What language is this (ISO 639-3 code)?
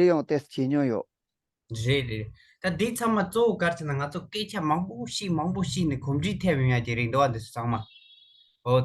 bod